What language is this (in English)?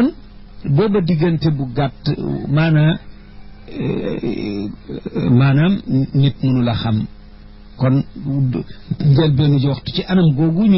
Wolof